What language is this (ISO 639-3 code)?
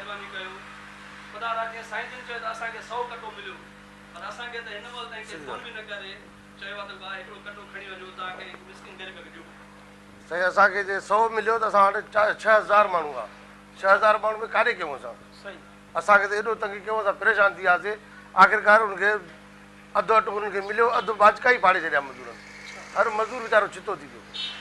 snd